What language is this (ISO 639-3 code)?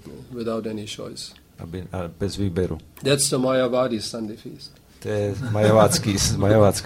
ces